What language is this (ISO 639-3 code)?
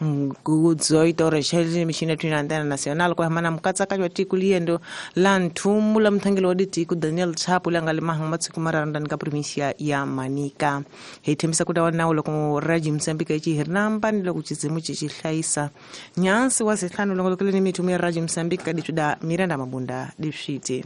tso